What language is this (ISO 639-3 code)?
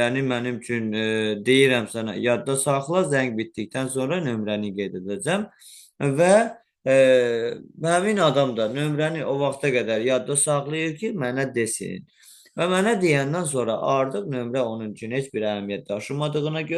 aze